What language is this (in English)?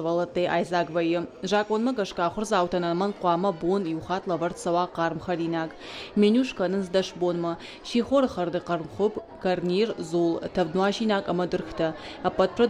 Ossetic